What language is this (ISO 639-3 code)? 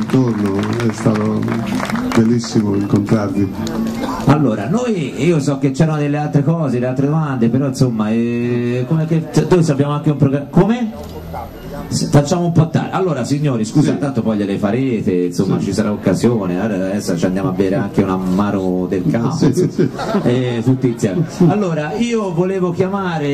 ita